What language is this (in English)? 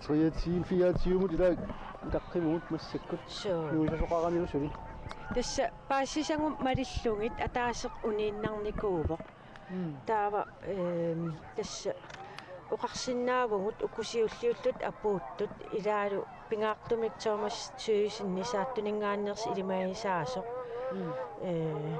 Kalaallisut